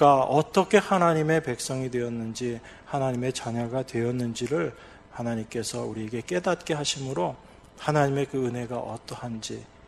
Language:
Korean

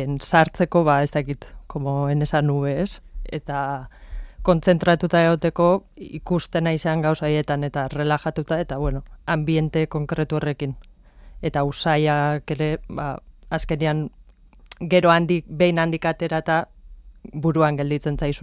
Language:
Basque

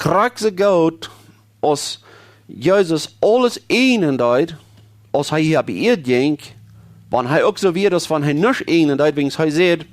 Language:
Plautdietsch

